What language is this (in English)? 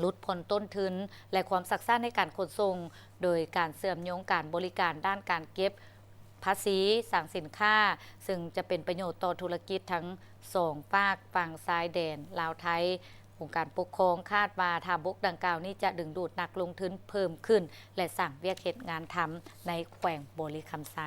Lao